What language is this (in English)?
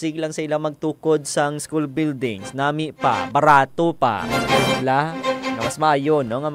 Hiligaynon